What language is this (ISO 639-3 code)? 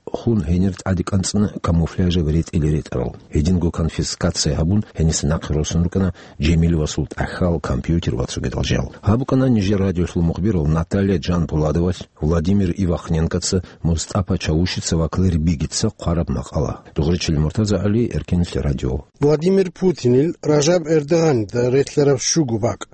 ava